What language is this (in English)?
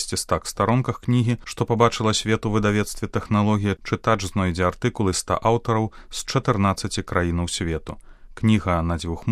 Belarusian